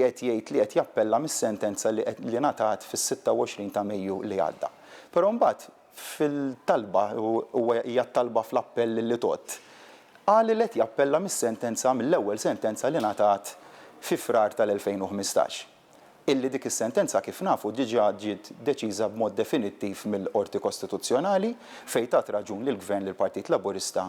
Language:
Maltese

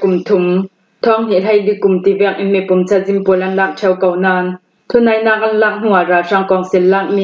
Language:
Falam Chin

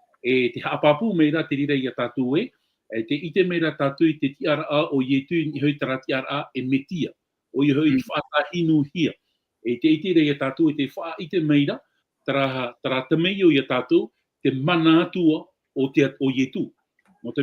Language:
Tahitian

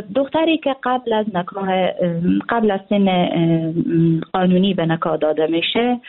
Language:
Persian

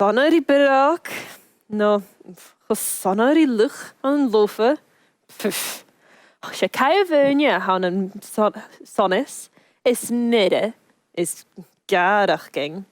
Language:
Scottish Gaelic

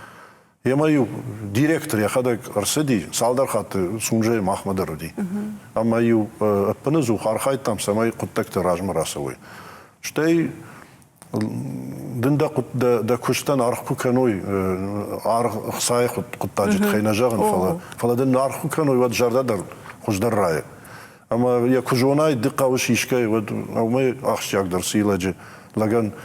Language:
Ossetic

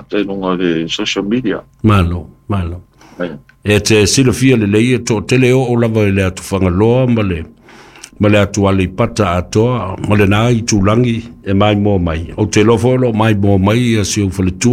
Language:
Samoan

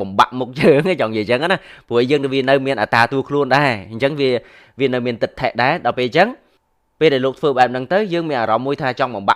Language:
Khmer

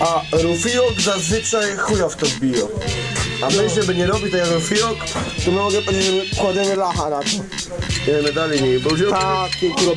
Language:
Silesian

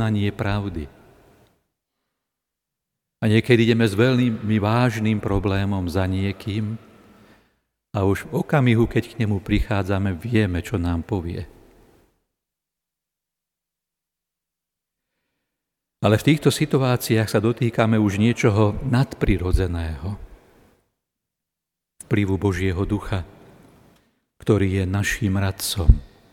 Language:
Slovak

